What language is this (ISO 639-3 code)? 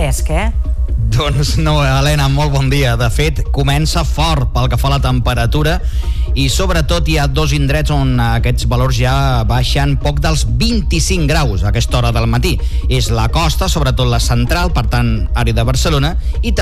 cat